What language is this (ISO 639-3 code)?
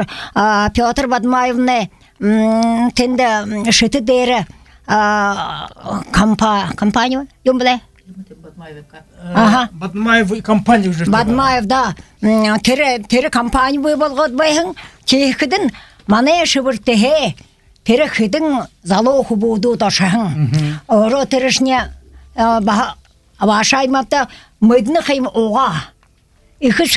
bua